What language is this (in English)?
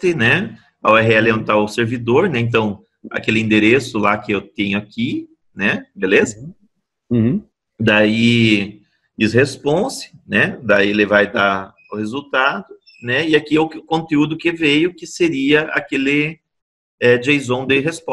Portuguese